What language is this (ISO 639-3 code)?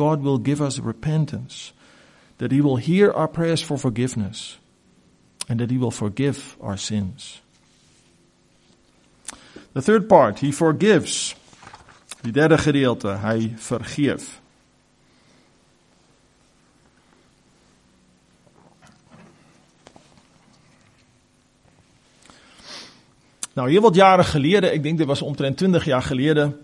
afr